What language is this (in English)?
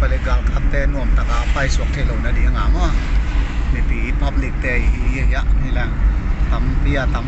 Paite Chin